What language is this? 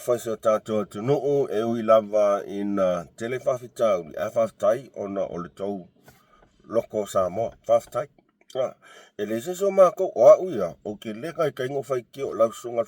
Samoan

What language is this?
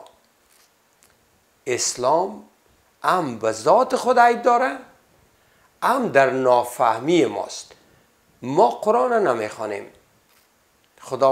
Persian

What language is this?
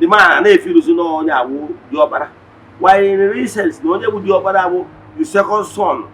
Igbo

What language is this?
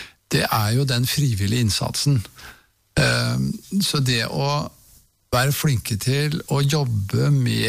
Norwegian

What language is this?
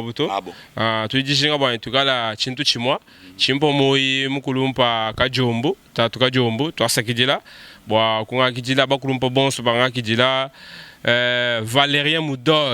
Luba-Lulua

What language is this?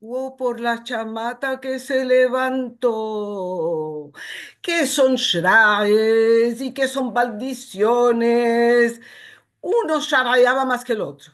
Ladino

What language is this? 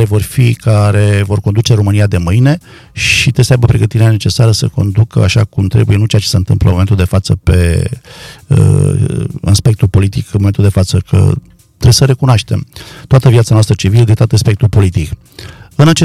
Romanian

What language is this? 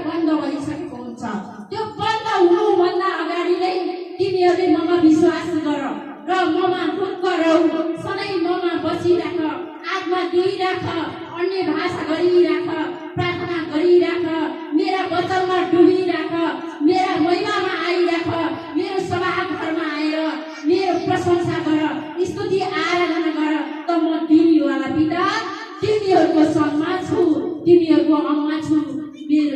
Nepali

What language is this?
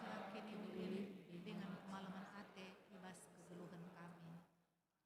Batak Karo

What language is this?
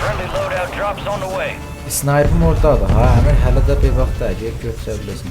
South Azerbaijani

